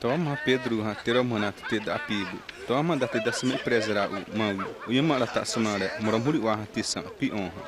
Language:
Xavánte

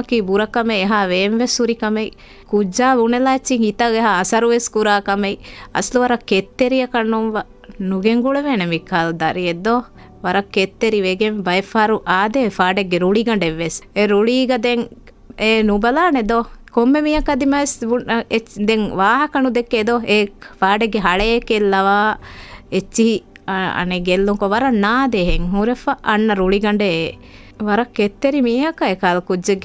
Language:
Divehi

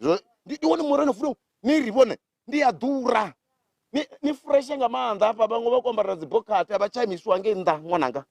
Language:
Venda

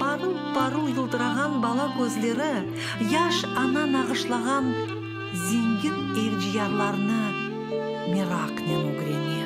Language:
Crimean Tatar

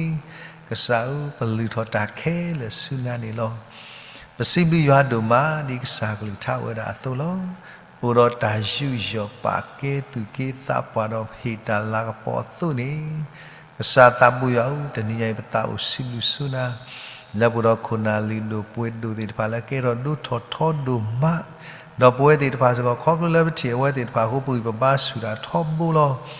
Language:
S'gaw Karen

